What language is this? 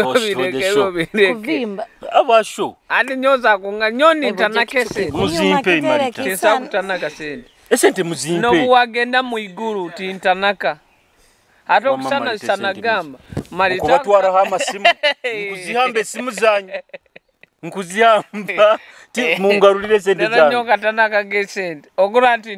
Nyoro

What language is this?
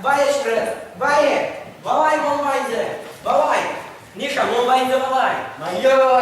Udmurt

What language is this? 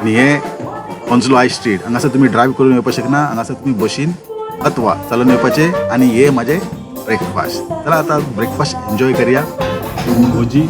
Konkani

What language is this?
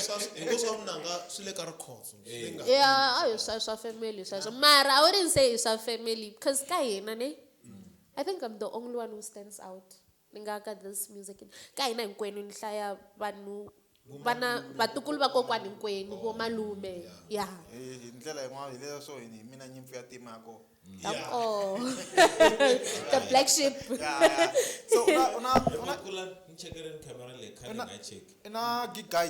Tsonga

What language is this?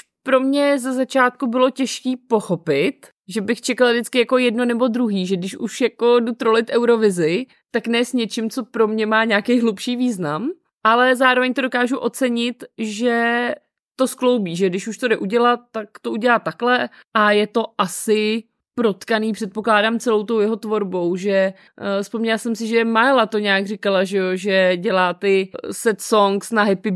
Czech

